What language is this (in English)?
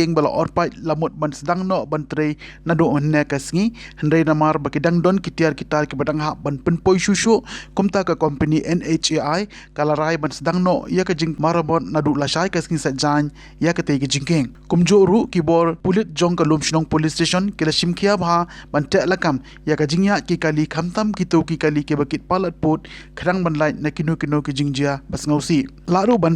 Khasi